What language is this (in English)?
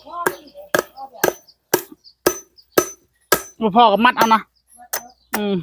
Northeastern Thai